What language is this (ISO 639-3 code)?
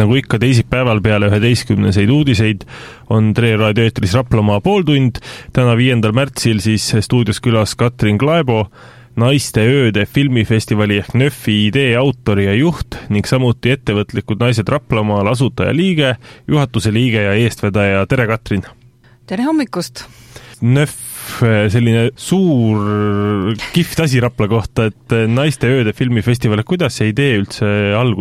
est